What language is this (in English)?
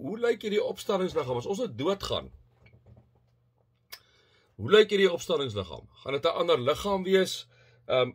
Afrikaans